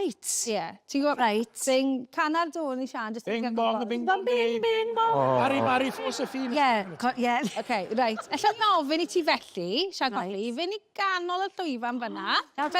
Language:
Welsh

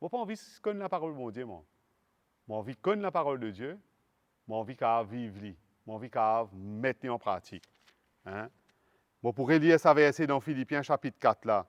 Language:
Morisyen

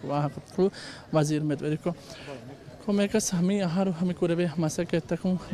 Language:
Divehi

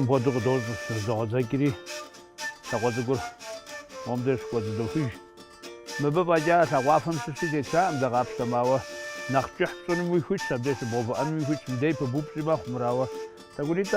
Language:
Kabardian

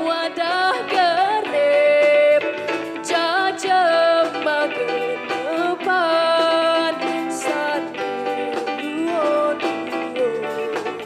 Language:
Balinese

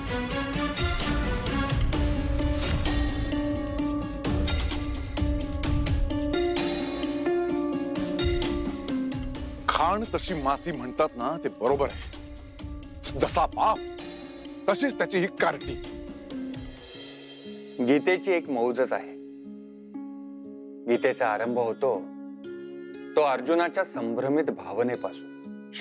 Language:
Marathi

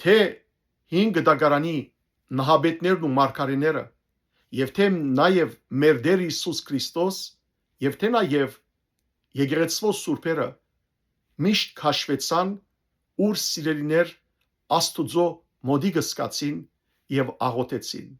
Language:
Western Armenian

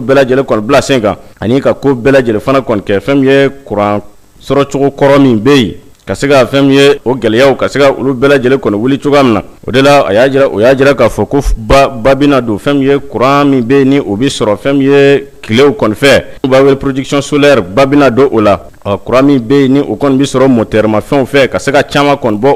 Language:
Bambara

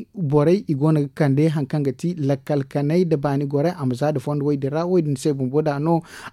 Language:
Zarma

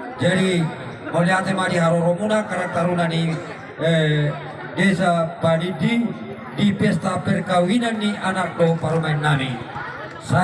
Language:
Batak Toba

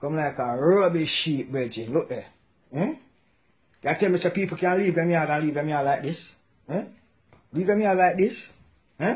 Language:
Jamaican Creole English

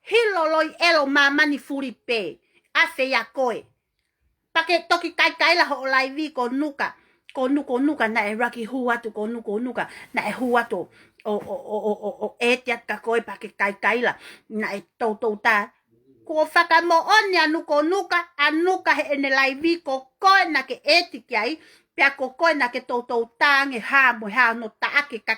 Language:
Tongan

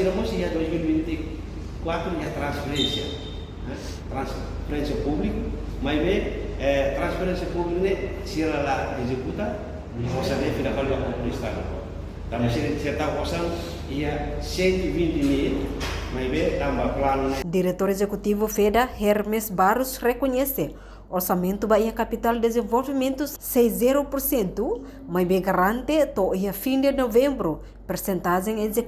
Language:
Tetum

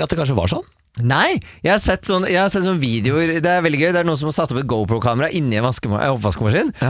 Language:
Norwegian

